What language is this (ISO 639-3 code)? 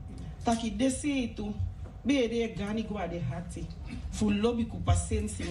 srn